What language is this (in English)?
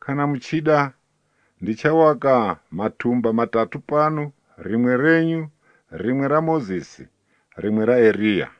Shona